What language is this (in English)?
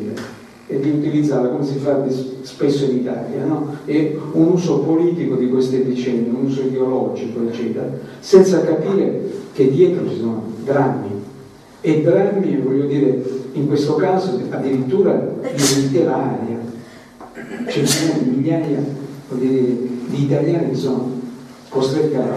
Italian